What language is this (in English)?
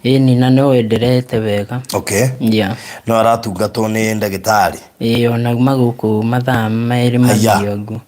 Kikuyu